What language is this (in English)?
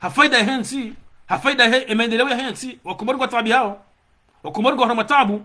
Ngazidja Comorian